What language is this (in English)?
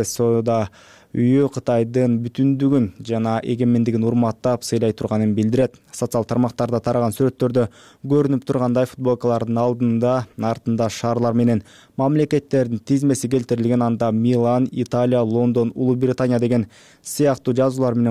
Kyrgyz